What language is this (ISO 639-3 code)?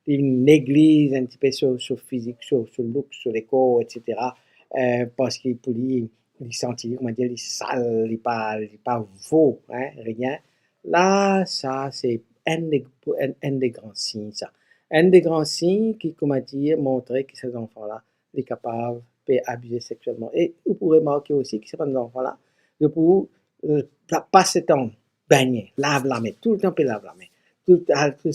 mfe